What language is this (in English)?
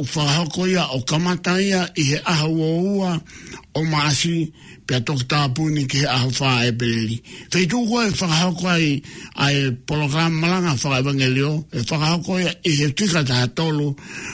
Tongan